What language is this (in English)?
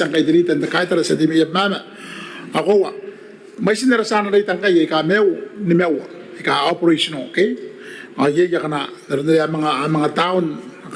Gilbertese